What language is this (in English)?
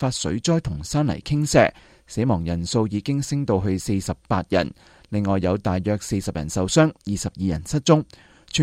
Cantonese